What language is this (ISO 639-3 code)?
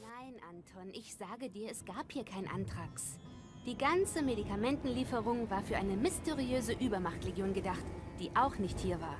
bar